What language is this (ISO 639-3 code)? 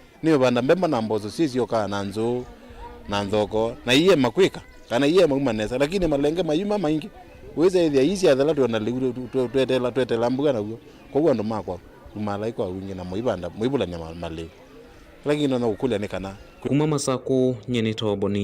kam